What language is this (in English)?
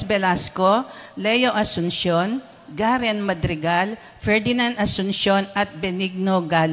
Pampanga